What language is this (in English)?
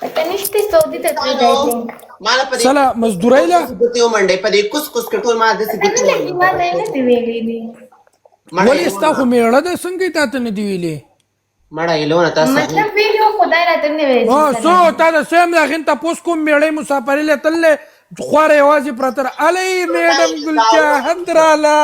Pashto